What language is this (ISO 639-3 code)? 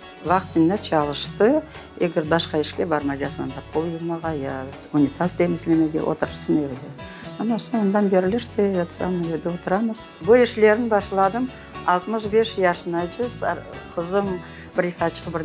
crh